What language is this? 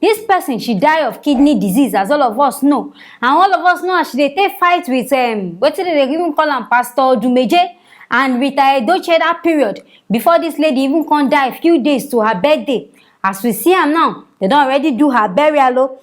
Nigerian Pidgin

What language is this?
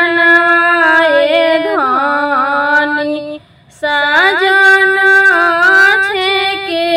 Bhojpuri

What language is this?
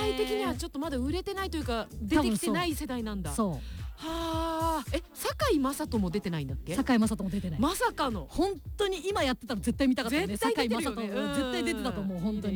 Japanese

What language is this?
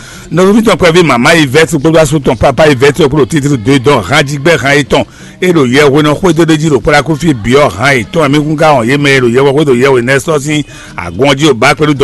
Fon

